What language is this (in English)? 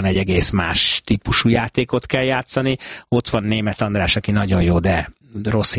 Hungarian